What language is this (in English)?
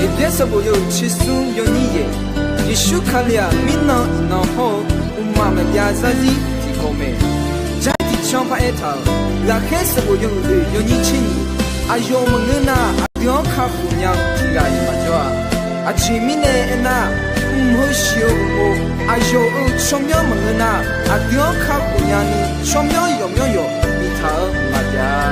Akha